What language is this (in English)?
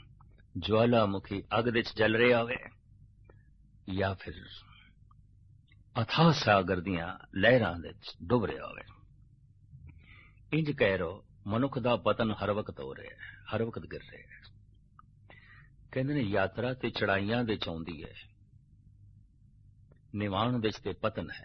Punjabi